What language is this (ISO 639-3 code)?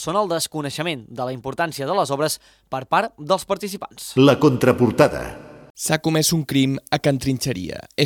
cat